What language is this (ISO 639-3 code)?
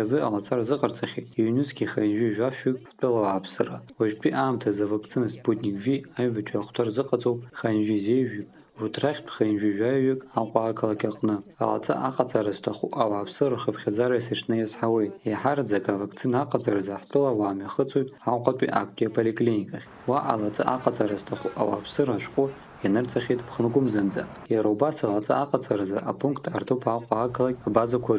abk